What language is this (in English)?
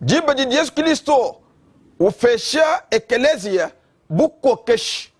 Luba-Lulua